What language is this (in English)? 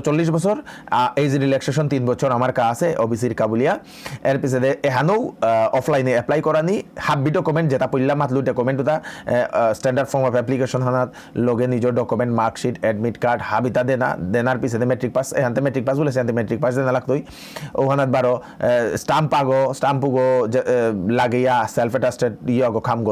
Bishnupriya